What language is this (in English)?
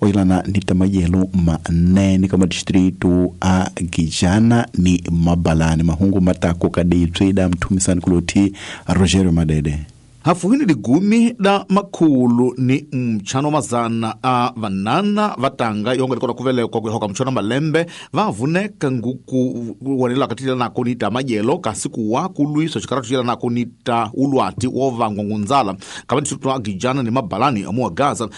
Tsonga